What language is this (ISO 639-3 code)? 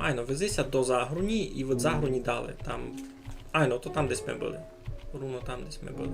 rue